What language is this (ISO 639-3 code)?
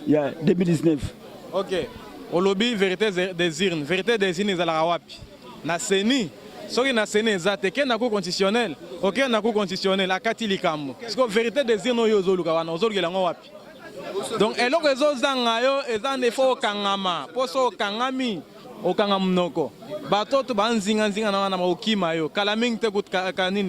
lin